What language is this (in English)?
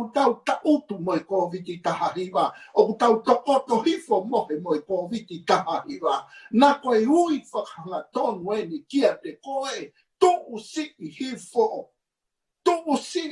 Tongan